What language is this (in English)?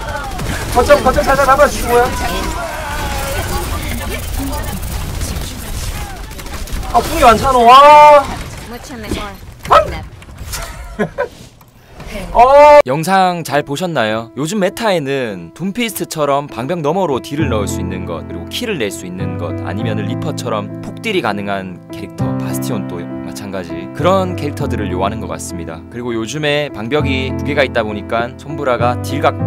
Korean